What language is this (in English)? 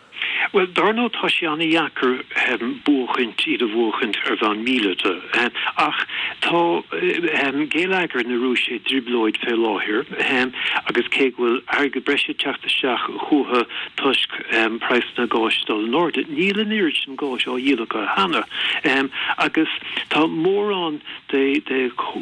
Irish